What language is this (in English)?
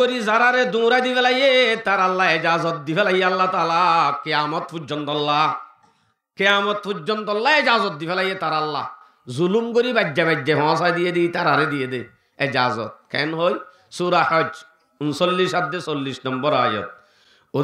Rohingya